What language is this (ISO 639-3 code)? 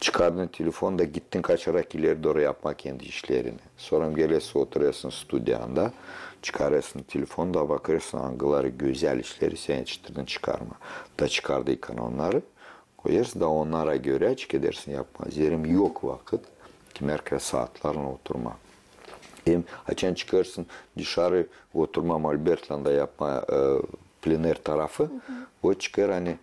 gag